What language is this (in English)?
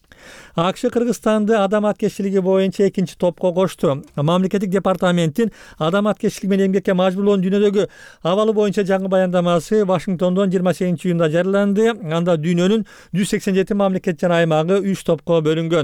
Kyrgyz